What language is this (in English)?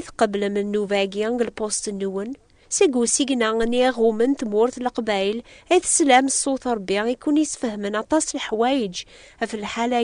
Kabyle